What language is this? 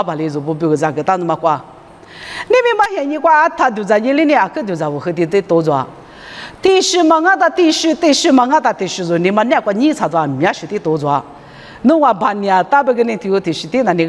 Lisu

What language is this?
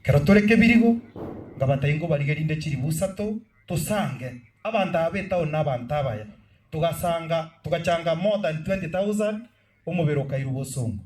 Gusii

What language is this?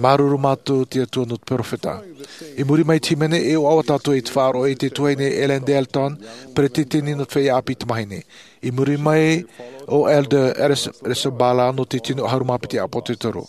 Tahitian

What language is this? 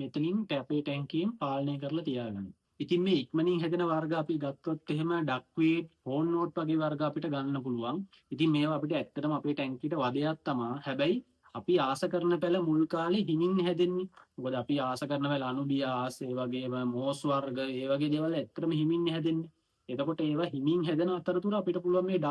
Sinhala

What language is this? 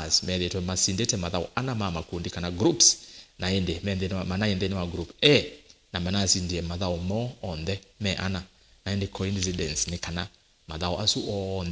Kamba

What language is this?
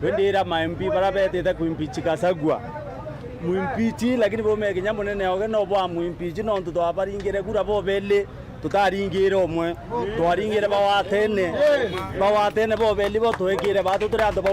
Meru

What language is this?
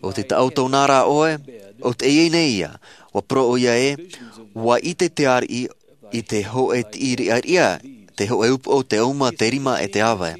Tahitian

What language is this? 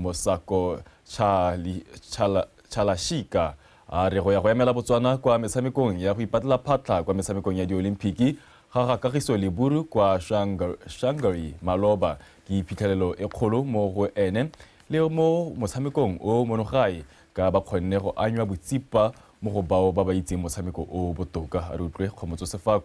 Tswana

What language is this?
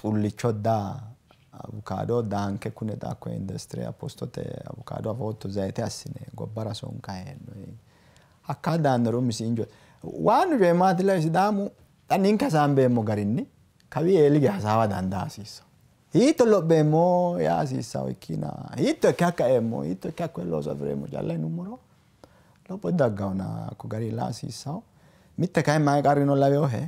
Sidamo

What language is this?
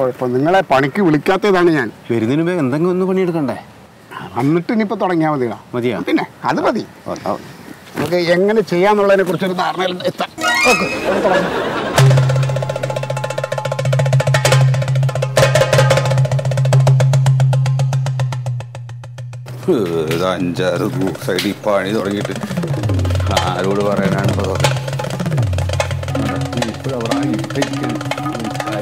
Malayalam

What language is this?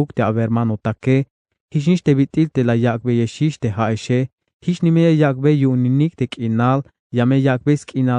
Tzeltal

